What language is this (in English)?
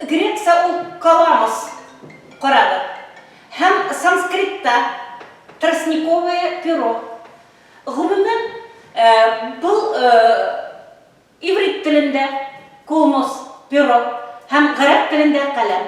Bashkir